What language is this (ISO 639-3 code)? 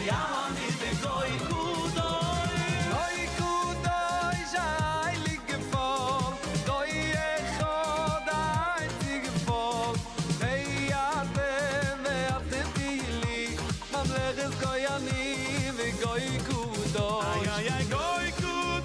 yid